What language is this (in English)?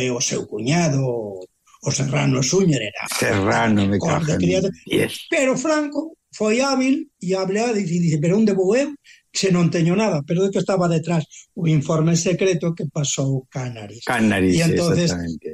Galician